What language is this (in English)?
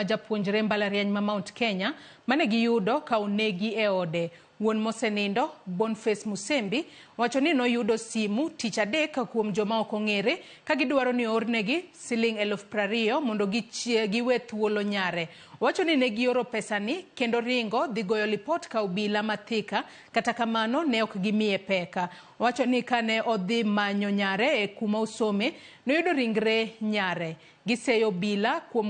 Luo (Kenya and Tanzania)